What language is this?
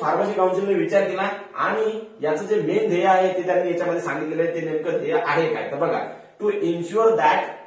Marathi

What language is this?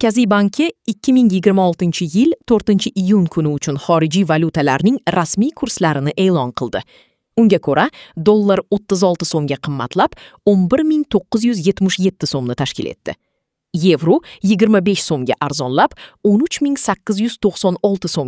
Uzbek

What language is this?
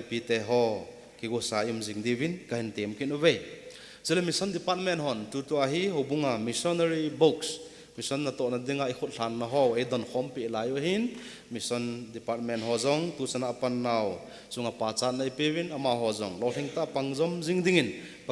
Thado Chin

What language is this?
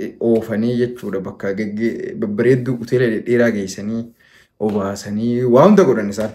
Oromo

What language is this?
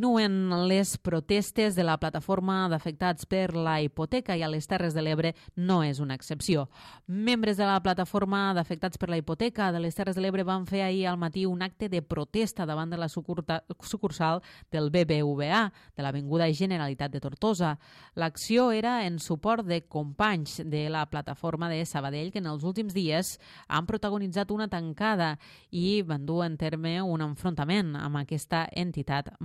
Catalan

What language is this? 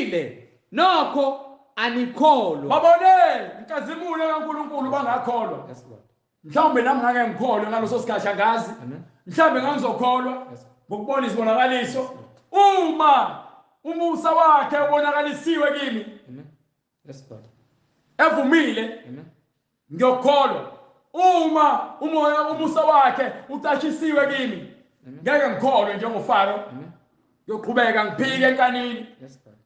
Zulu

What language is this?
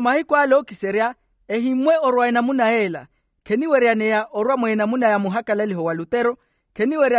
Makhuwa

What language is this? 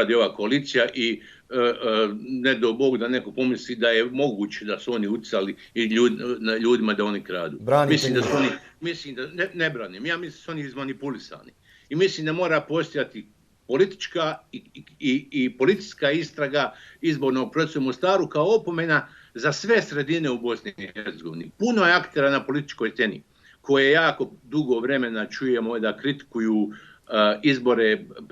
Bosnian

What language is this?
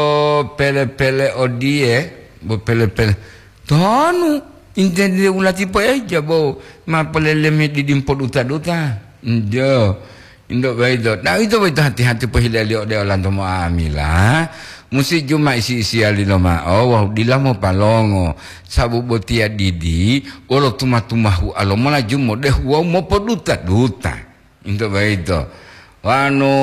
Gorontalo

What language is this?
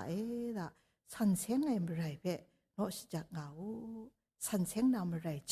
Kachin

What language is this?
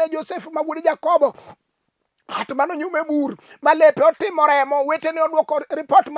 Luo (Kenya and Tanzania)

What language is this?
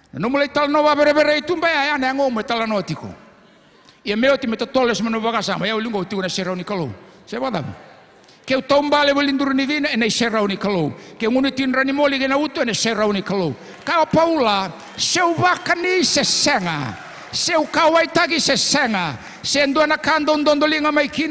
Fijian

